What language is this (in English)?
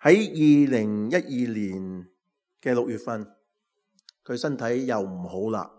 Cantonese